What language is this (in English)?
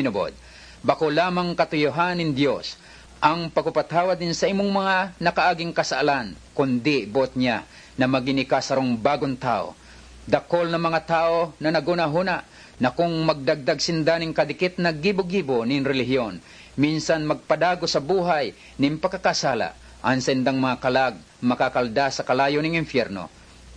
Bikol